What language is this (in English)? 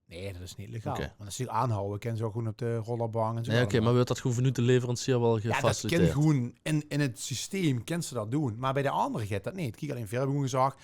Limburgish